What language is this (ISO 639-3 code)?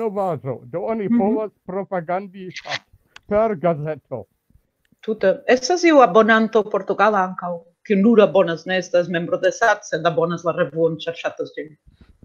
epo